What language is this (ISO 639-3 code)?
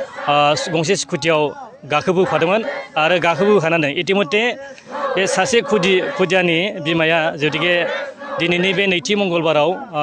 brx